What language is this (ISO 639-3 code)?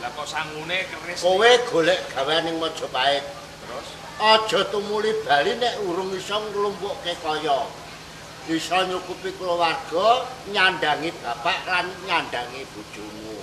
jav